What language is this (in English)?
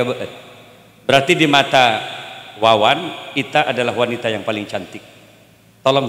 Madurese